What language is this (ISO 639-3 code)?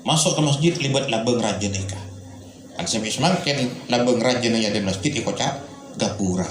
mad